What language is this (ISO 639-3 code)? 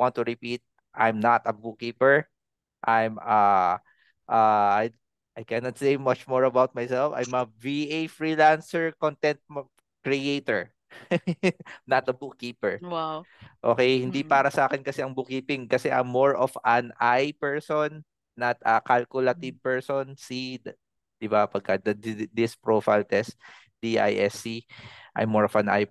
fil